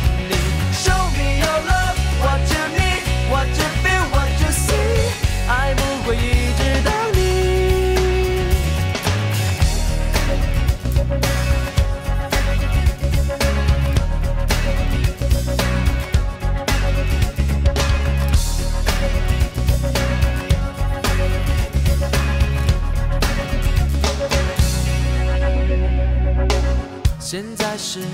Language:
Chinese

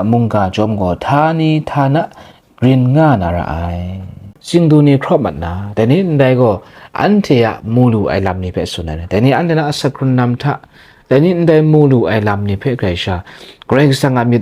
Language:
Kachin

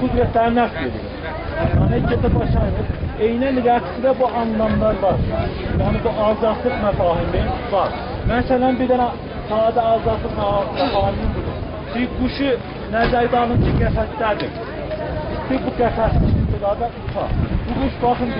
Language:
South Azerbaijani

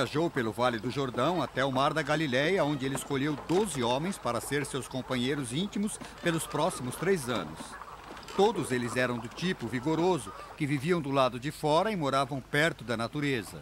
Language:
Portuguese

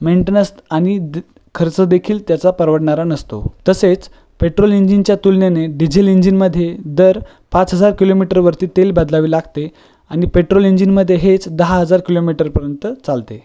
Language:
Marathi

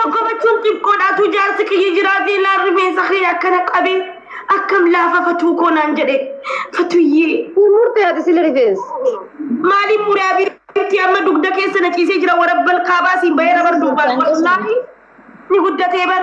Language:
Oromo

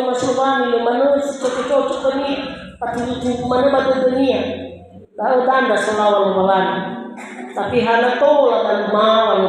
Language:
Nias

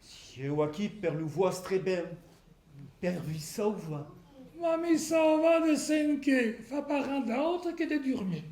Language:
Occitan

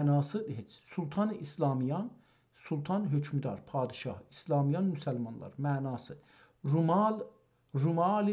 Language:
South Azerbaijani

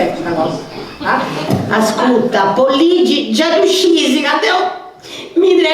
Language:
Sardinian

